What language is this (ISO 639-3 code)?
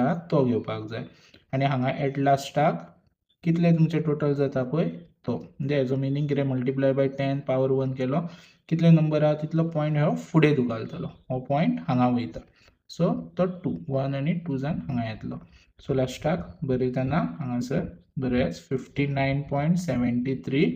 kok